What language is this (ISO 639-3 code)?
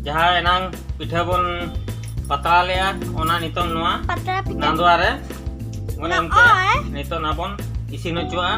sat